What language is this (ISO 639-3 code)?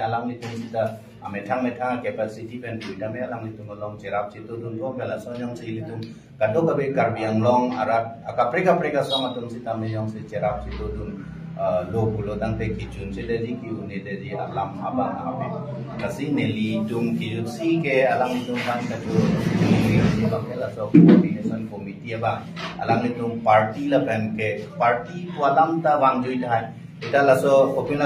mjw